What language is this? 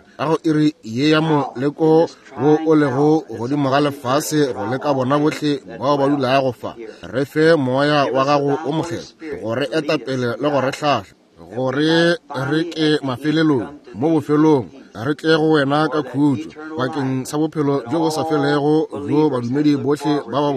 Northern Sotho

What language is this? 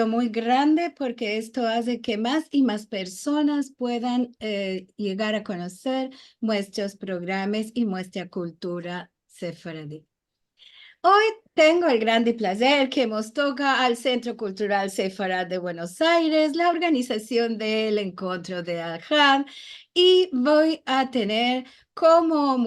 Ladino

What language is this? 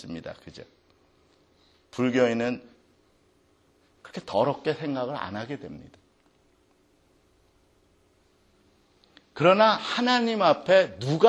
Korean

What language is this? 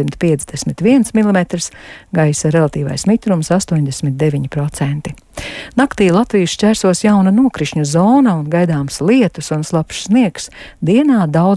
Latvian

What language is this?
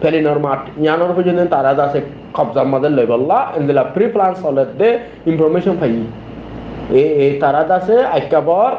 Rohingya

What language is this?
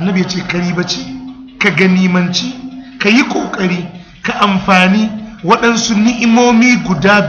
Hausa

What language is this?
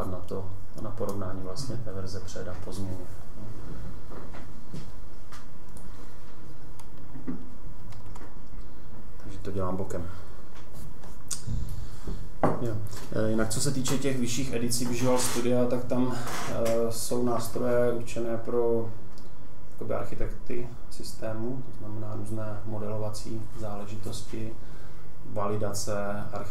Czech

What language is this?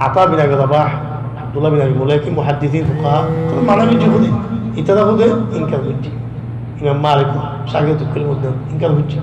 Rohingya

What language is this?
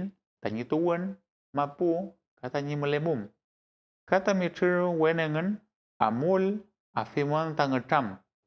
Mapuche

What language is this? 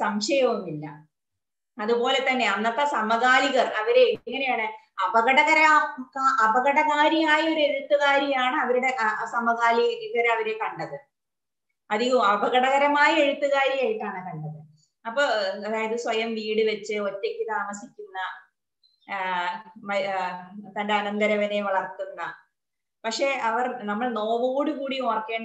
Malayalam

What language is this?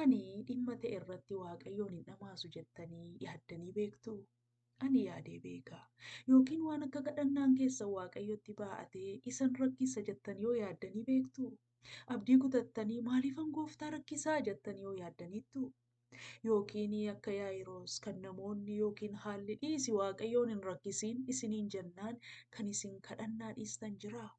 Oromo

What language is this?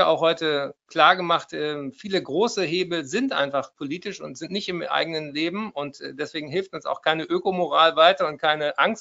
German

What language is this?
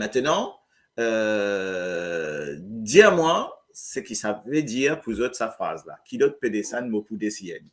Morisyen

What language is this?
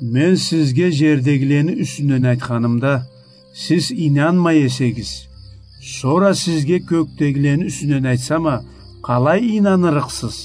Karachay-Balkar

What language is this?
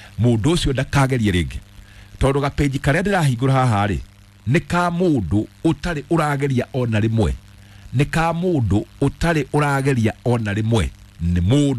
Kikuyu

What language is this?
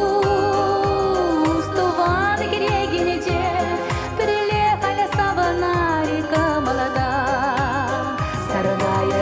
Chuvash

